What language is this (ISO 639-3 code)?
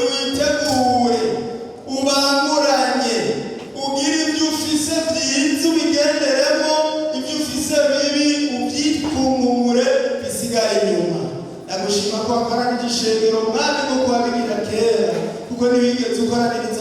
run